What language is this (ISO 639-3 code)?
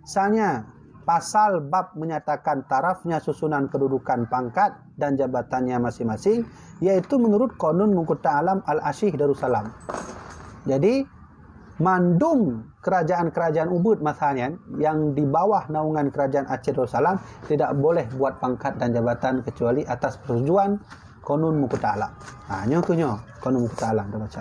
ace